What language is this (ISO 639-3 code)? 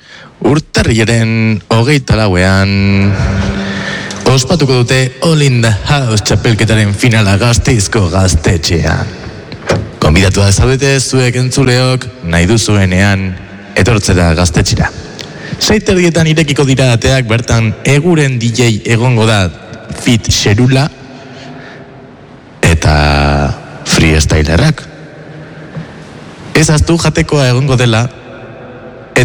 eus